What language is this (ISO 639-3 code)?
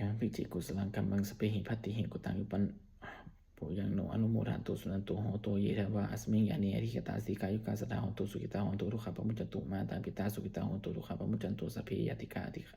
pli